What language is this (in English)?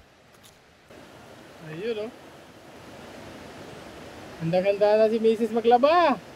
Filipino